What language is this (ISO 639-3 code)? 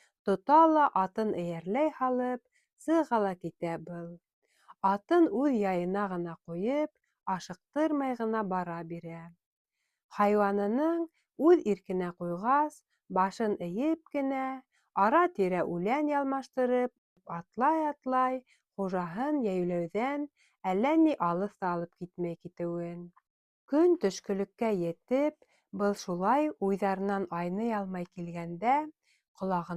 bak